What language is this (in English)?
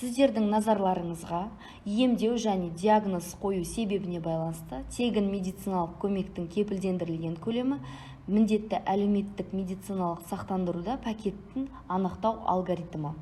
Kazakh